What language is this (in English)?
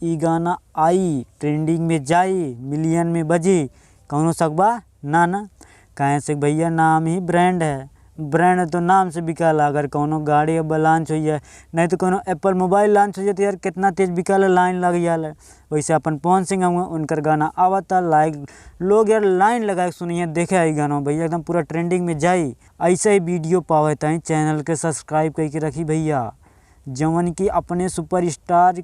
Bhojpuri